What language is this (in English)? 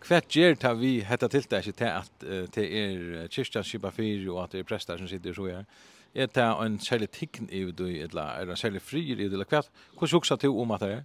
Faroese